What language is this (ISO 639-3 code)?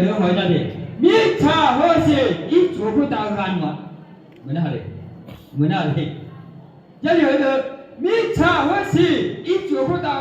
ahk